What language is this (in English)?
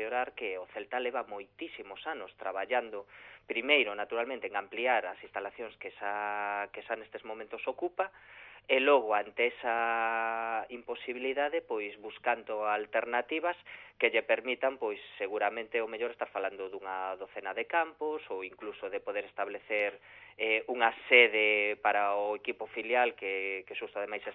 Galician